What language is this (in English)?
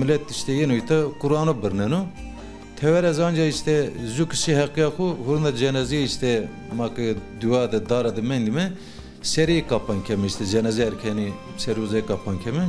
Zaza